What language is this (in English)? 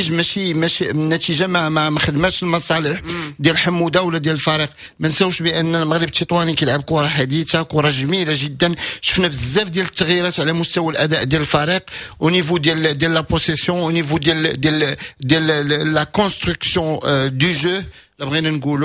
Moroccan Arabic